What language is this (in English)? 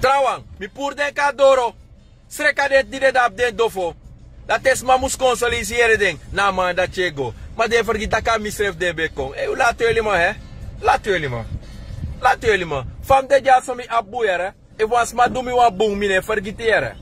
Sranan Tongo